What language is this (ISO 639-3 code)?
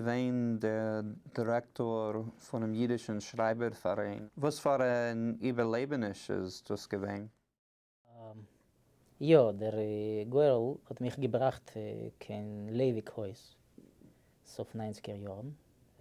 yid